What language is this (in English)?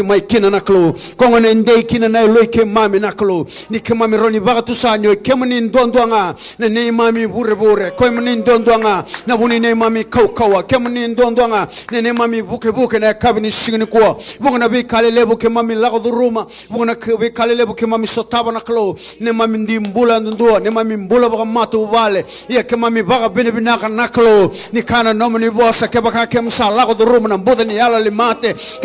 Fijian